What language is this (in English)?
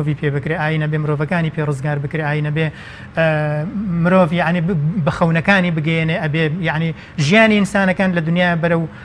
Central Kurdish